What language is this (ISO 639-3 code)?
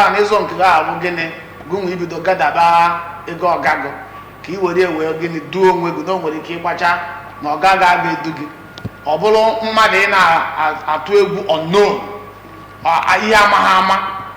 ibo